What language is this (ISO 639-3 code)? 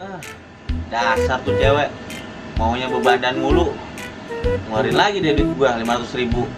bew